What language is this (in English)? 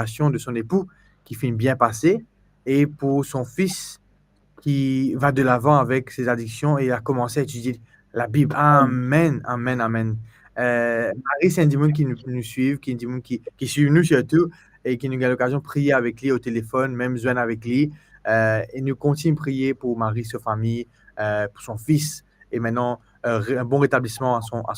Morisyen